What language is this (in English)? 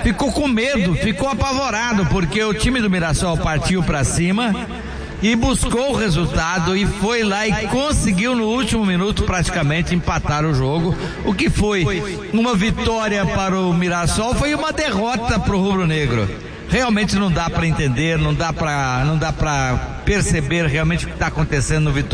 Portuguese